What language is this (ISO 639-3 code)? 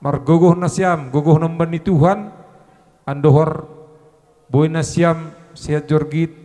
bts